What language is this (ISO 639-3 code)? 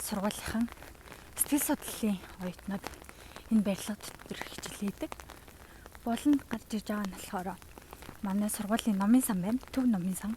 mon